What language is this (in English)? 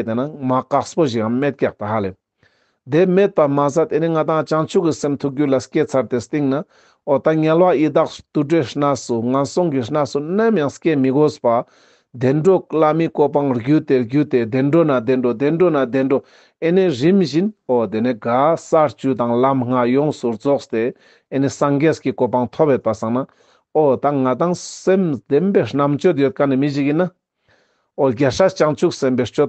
Ladakhi